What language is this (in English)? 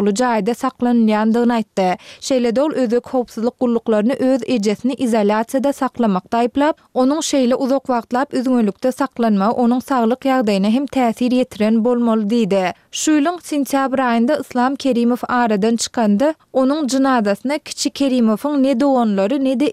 Turkmen